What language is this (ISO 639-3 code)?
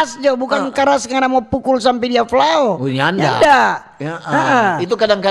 xmm